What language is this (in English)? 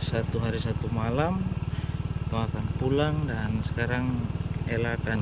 Ambonese Malay